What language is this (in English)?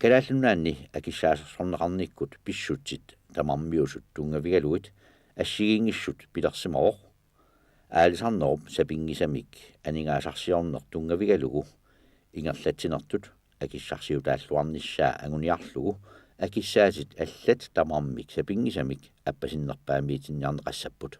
Kalaallisut